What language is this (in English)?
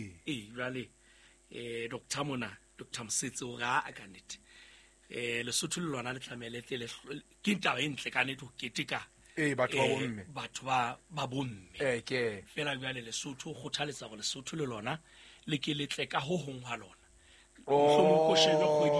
Southern Sotho